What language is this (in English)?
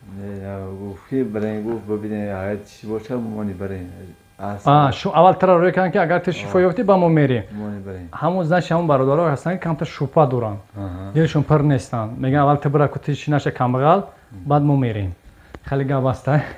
Tajik